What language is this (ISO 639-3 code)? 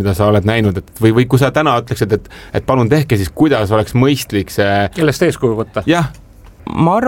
est